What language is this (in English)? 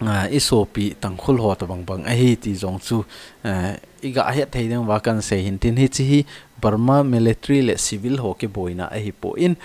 Thado Chin